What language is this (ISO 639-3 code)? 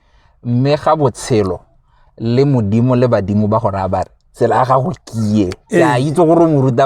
tsn